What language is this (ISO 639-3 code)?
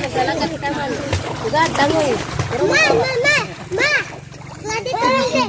war